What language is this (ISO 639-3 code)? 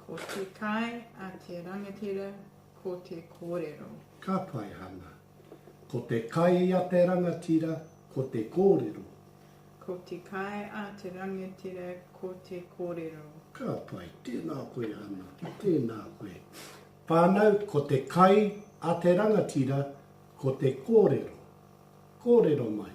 mri